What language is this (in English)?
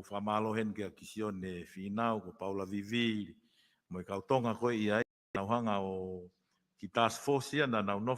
Tongan